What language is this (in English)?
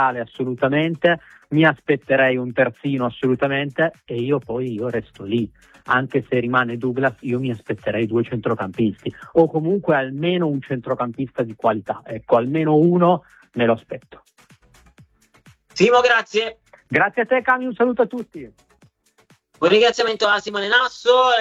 Italian